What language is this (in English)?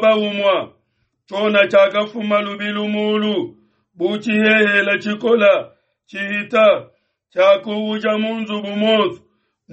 Luba-Lulua